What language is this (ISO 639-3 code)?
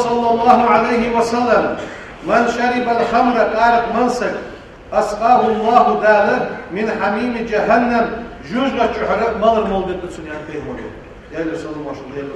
inh